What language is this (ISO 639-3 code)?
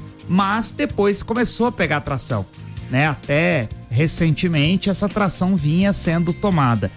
por